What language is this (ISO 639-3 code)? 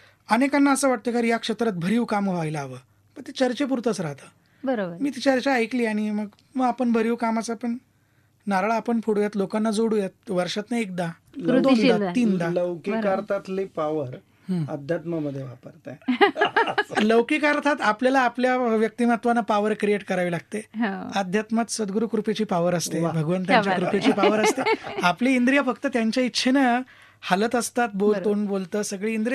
mar